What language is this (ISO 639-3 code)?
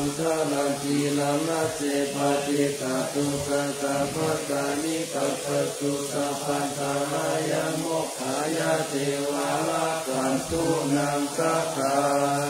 pli